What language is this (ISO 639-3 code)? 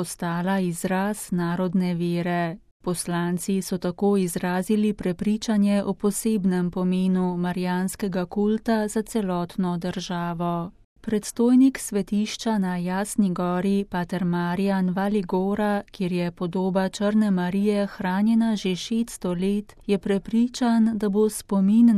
slv